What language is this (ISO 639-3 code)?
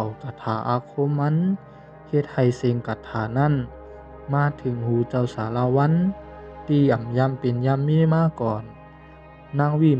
shn